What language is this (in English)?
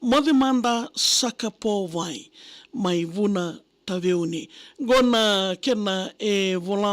Fijian